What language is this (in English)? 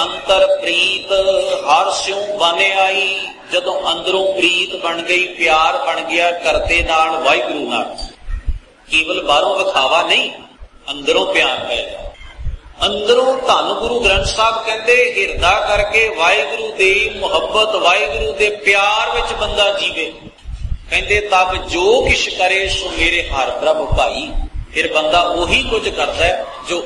Punjabi